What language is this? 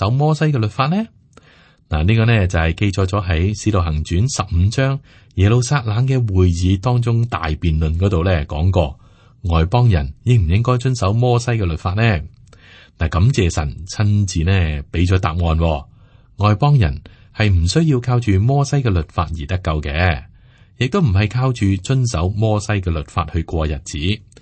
Cantonese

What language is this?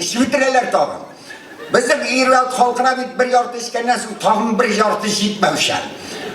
Tatar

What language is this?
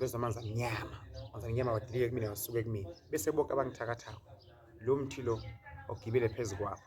Zulu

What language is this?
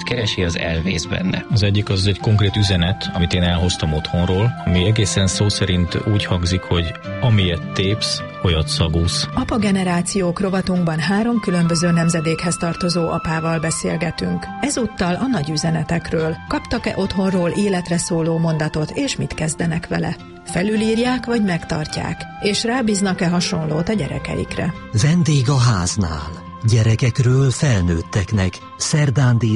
Hungarian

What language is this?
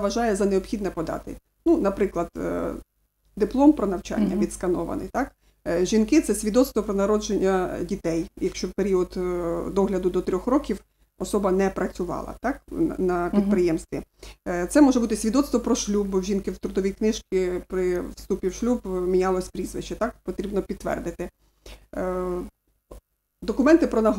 Ukrainian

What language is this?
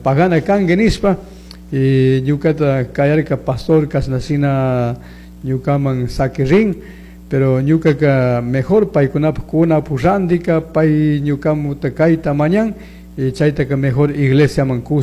Chimborazo Highland Quichua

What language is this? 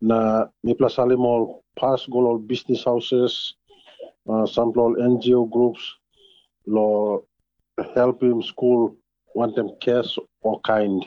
Tok Pisin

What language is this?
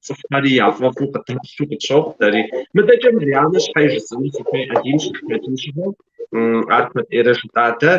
Kabardian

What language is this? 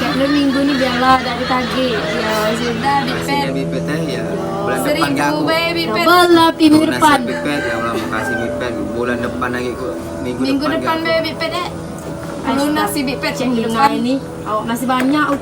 Musi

